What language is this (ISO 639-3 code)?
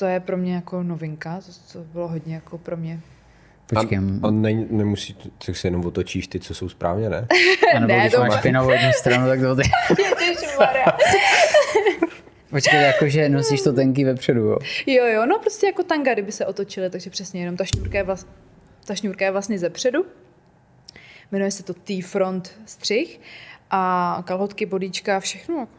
ces